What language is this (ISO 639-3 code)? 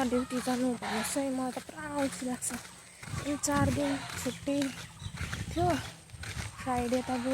nep